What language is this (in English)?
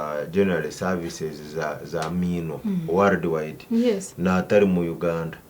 Nyankole